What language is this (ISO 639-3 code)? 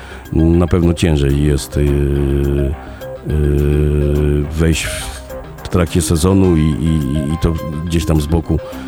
pol